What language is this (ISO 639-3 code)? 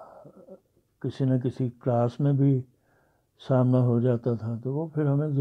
urd